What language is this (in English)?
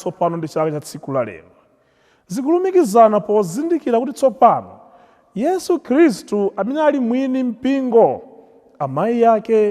Nyanja